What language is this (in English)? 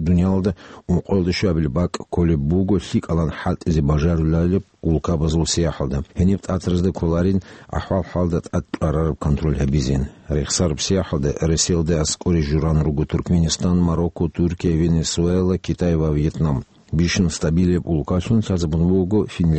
Avaric